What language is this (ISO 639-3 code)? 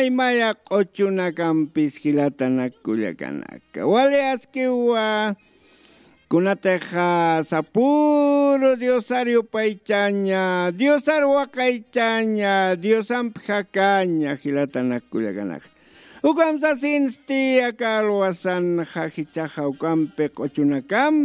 aym